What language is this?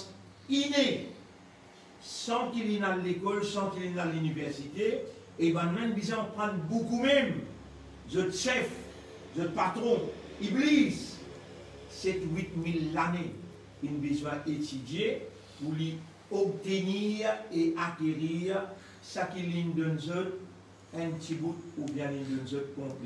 Morisyen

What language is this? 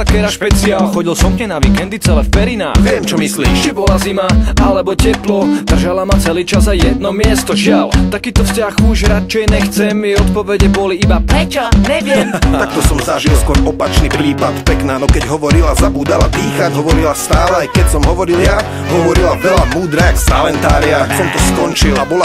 Slovak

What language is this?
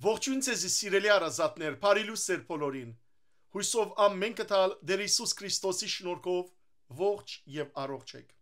Western Armenian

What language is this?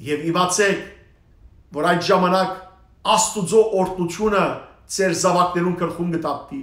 Western Armenian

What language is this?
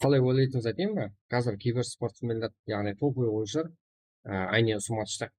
Kara-Kalpak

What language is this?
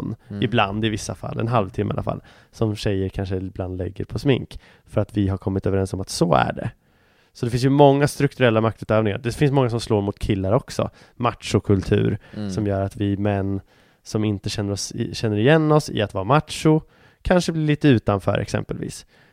Swedish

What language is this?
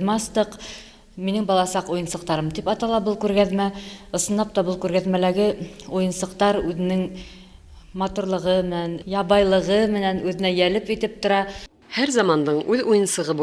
Bashkir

